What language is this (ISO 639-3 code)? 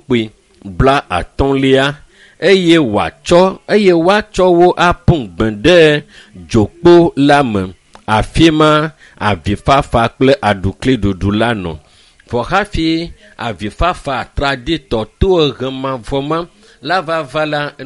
ewe